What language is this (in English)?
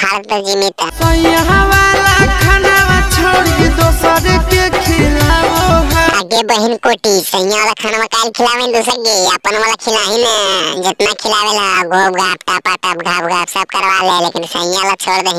Magahi